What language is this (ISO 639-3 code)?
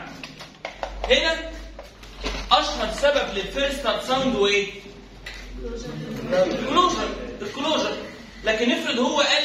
arz